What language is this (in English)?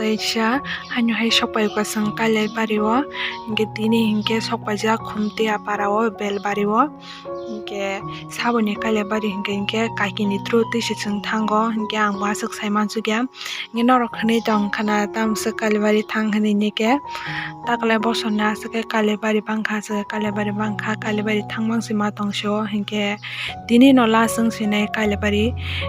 Kok Borok